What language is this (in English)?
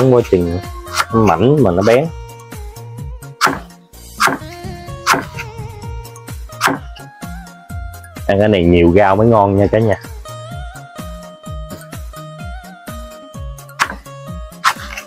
Vietnamese